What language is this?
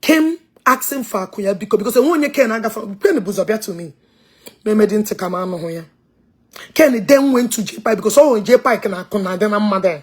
Igbo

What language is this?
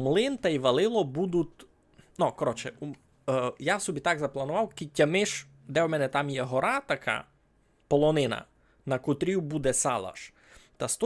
Rusyn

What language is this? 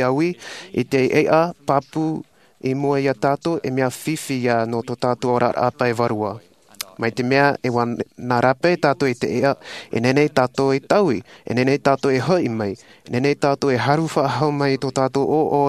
Tahitian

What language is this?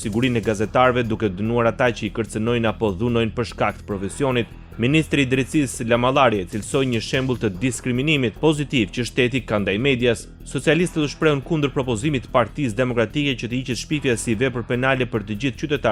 Albanian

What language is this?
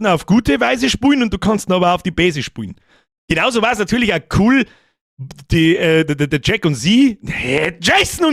Bavarian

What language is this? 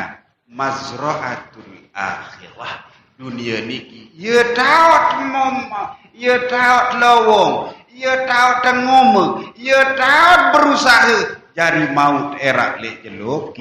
Sasak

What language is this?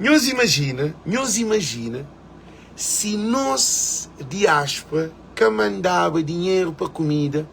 Kabuverdianu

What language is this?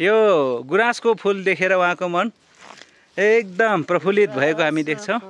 Nepali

